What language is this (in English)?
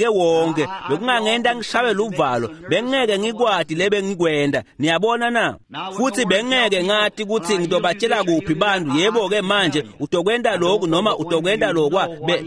Swati